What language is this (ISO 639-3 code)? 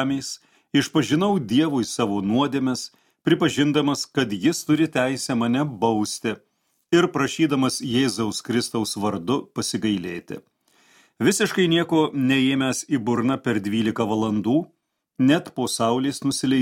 lit